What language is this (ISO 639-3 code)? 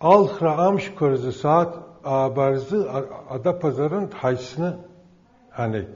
abk